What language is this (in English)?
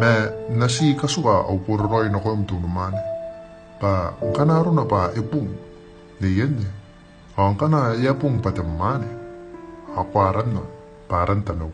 Gilbertese